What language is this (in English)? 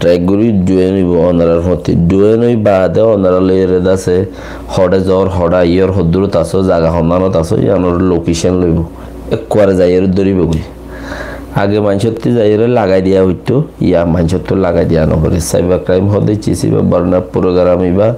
Rohingya